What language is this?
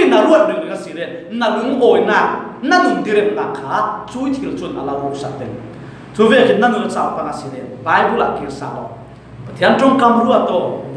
Falam Chin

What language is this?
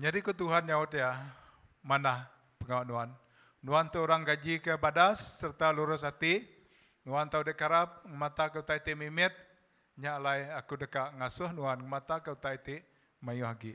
Iban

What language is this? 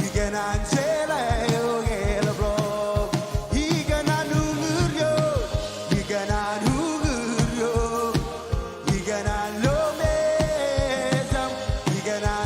Marshallese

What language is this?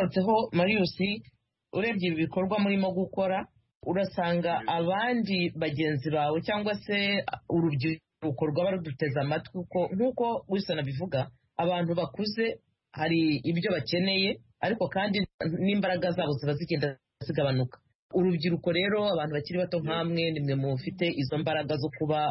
Kinyarwanda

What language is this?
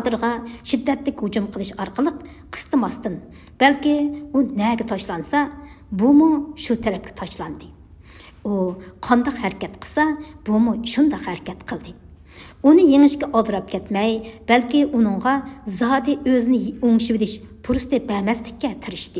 Uyghur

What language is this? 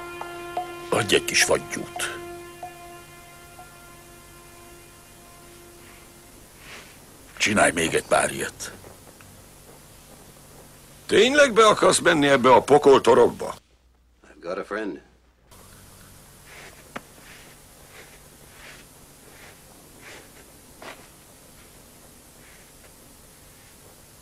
Hungarian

